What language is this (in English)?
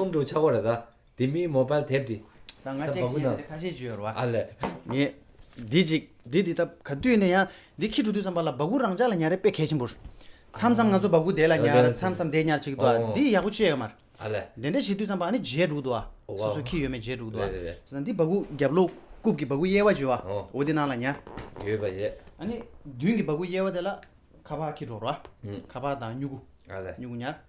Tibetan